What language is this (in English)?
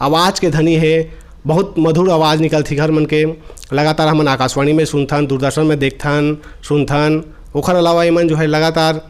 Chhattisgarhi